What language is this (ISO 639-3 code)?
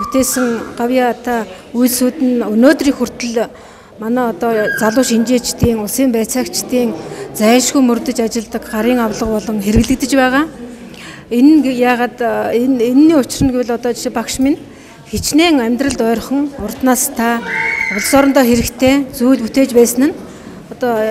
mon